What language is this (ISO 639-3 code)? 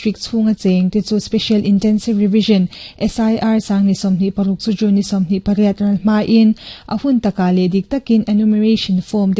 lus